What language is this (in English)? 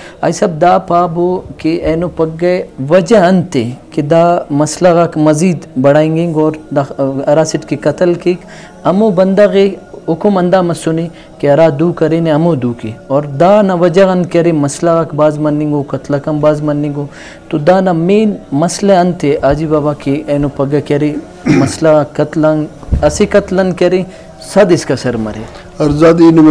Brahui